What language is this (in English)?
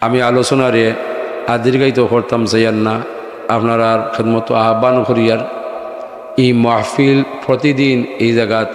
Sylheti